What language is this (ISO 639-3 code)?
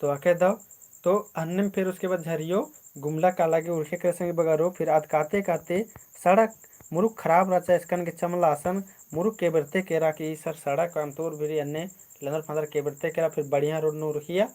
kru